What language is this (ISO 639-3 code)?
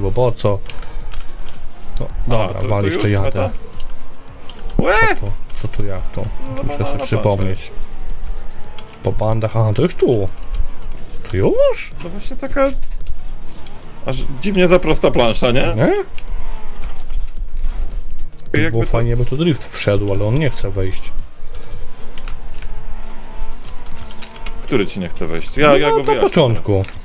pol